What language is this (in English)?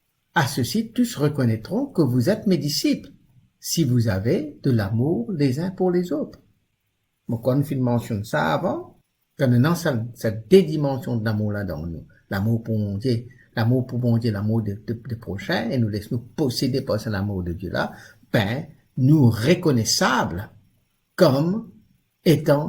Morisyen